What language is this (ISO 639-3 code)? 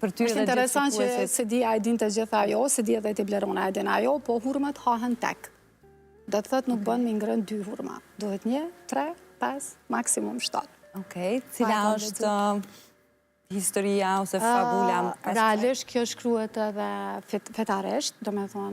sqi